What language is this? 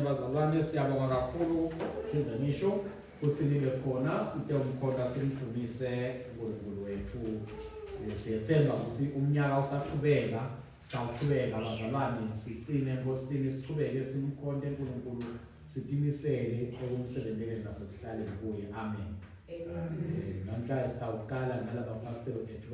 Swati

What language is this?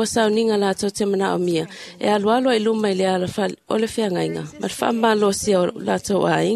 Samoan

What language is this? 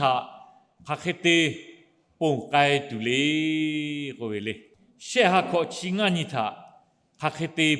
Lahu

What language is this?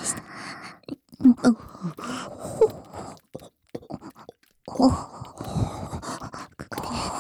Japanese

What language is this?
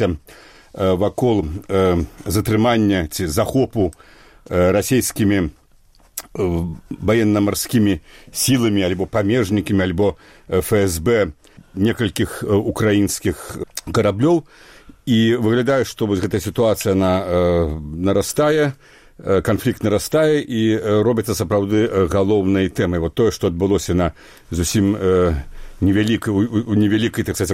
Belarusian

